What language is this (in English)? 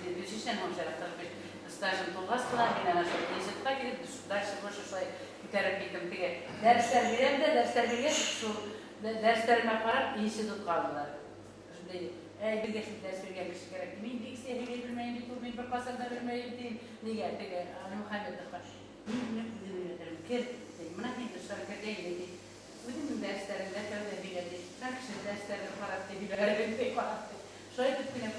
Bashkir